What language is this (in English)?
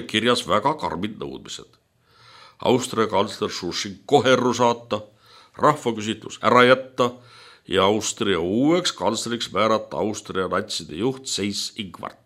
Estonian